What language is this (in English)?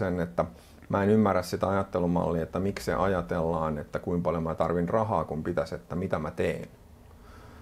Finnish